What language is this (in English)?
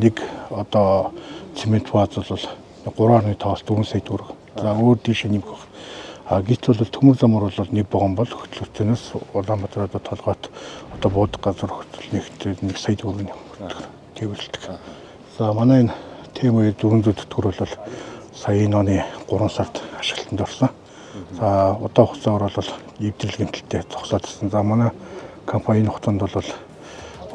Mongolian